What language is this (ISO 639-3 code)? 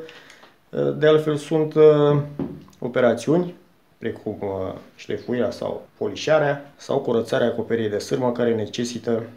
ron